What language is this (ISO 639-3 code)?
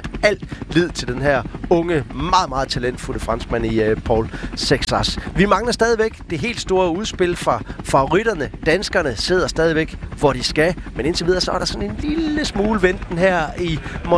dan